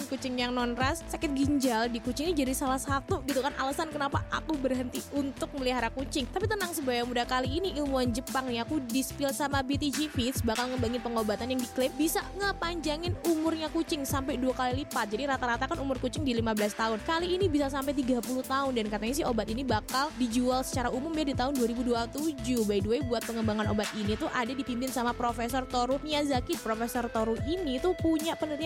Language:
Indonesian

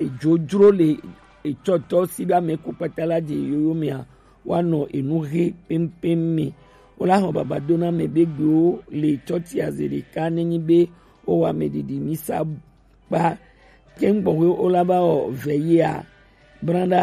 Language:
Gen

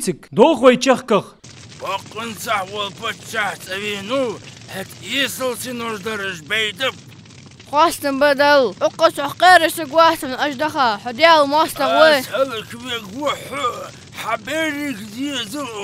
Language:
Ingush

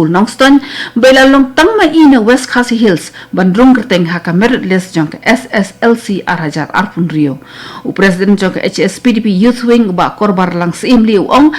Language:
Khasi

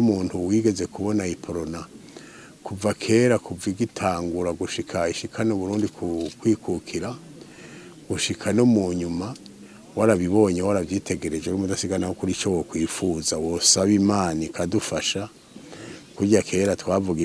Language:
Rundi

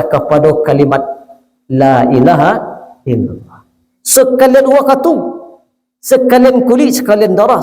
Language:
Minangkabau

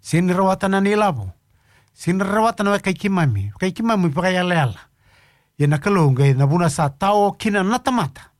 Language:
Fijian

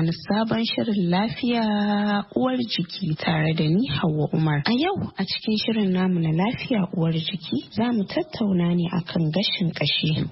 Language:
Hausa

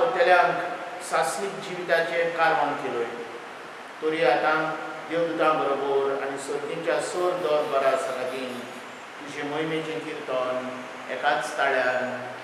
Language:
Konkani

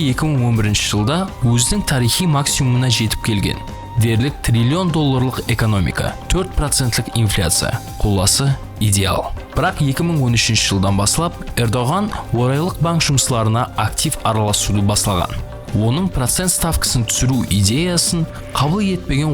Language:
Kara-Kalpak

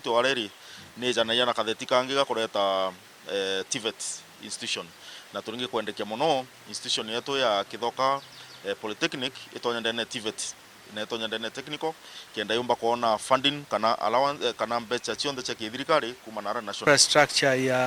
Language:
Meru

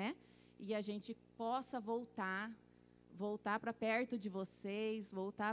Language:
Portuguese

